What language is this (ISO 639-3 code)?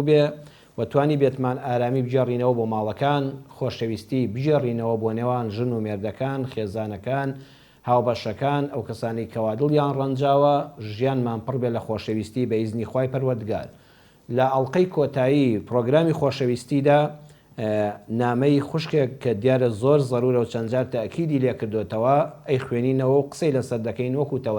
ckb